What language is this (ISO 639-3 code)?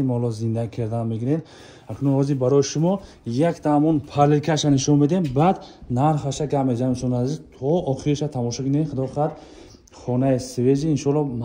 tgk